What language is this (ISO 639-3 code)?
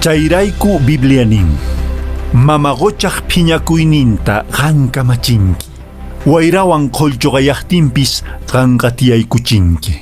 que